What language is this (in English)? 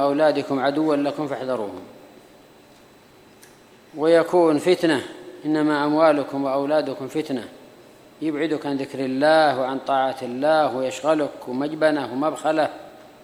Arabic